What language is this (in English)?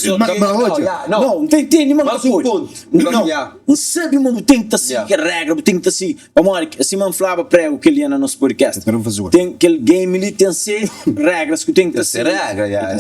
Kabuverdianu